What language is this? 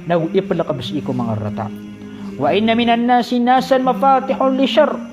Maranao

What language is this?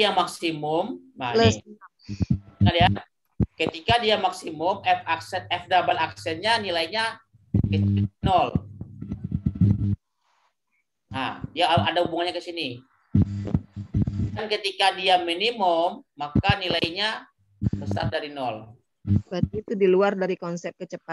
Indonesian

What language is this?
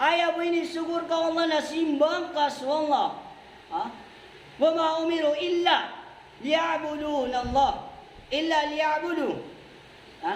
Maranao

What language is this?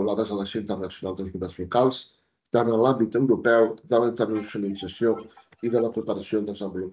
Catalan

